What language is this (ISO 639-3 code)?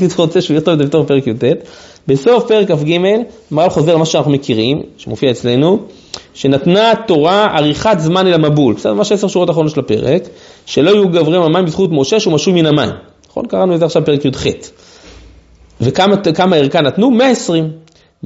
heb